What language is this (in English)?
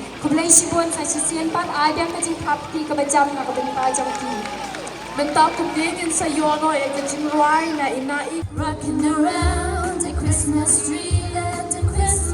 Khasi